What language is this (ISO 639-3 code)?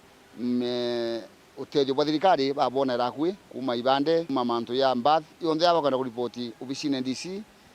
mer